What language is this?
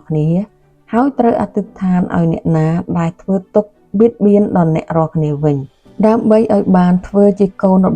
Khmer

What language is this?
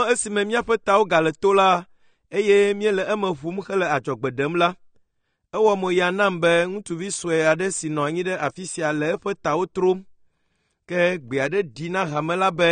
Ewe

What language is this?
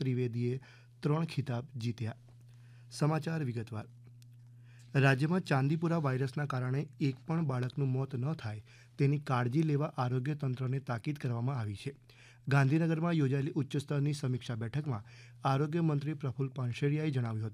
Gujarati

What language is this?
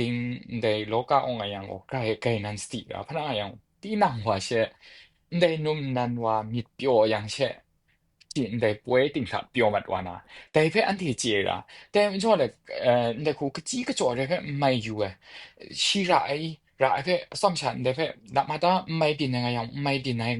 Kachin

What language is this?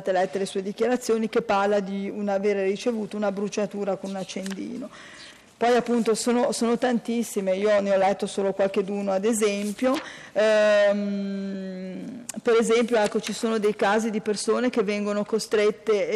Italian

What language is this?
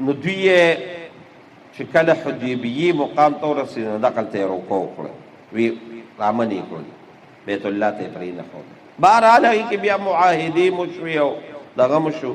Pashto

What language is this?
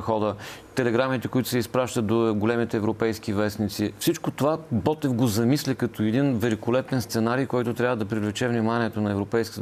Bulgarian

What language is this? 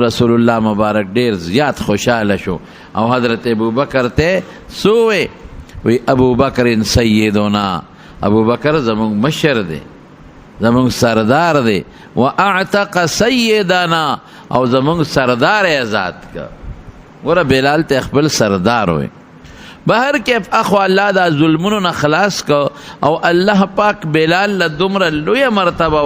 Pashto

